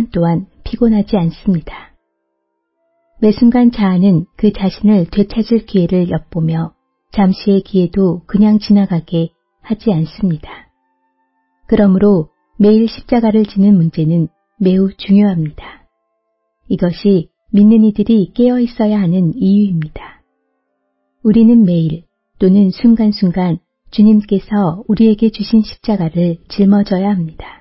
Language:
Korean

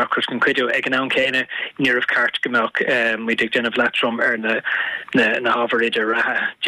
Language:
Irish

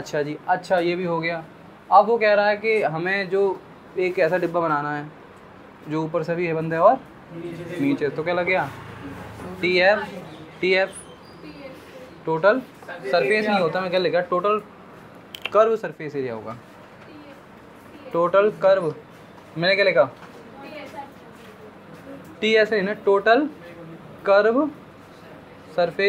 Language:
Hindi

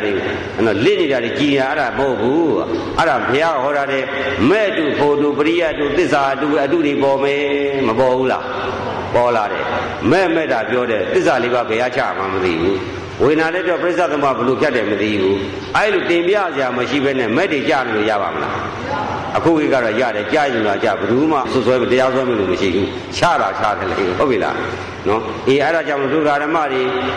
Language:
Burmese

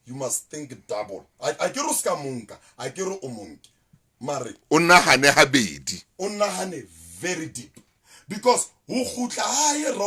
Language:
Southern Sotho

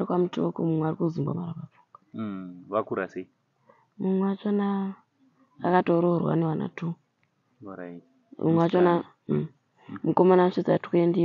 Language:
Shona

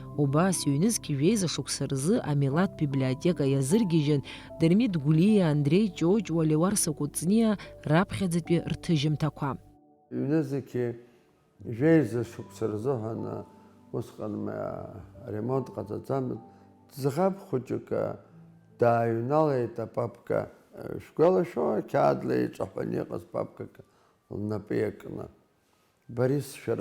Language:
Abkhazian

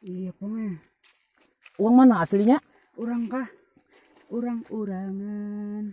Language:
Banjar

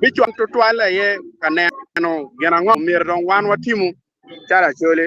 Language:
Acoli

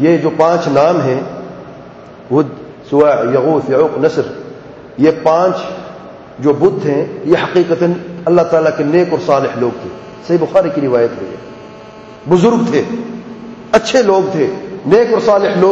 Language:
Urdu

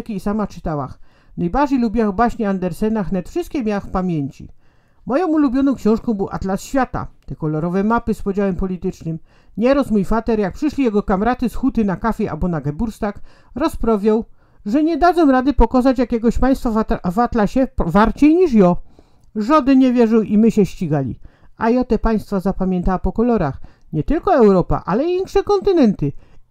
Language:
Silesian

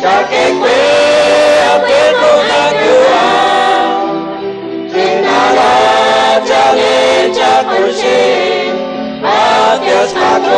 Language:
Kekchí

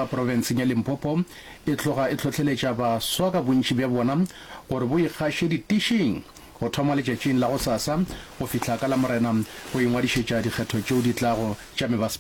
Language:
Northern Sotho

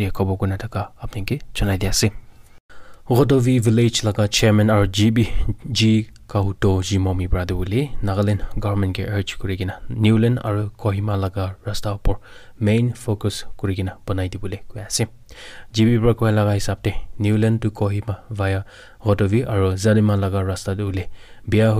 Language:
Naga Pidgin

